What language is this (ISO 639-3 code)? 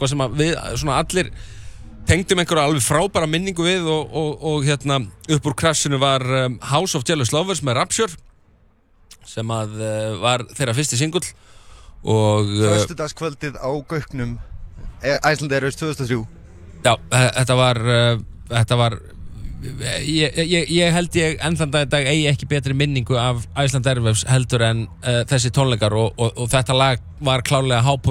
isl